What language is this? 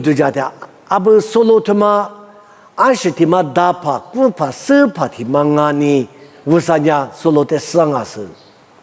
Lisu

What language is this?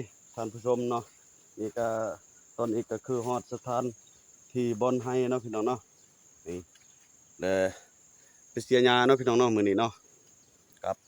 Lao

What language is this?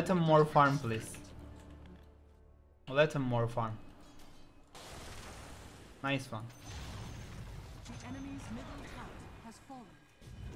English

